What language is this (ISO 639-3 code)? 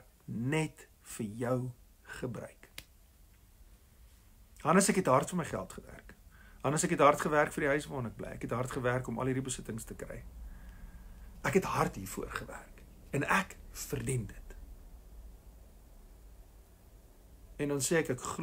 afr